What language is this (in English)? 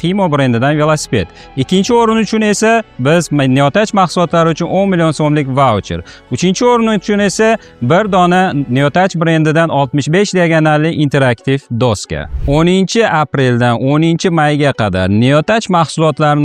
Uzbek